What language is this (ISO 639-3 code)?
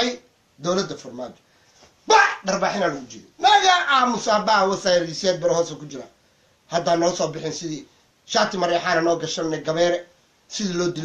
som